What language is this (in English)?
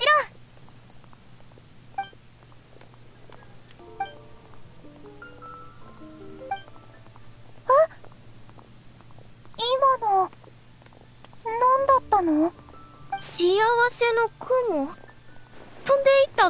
Japanese